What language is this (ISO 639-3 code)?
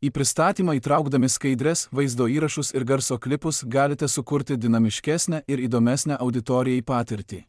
lit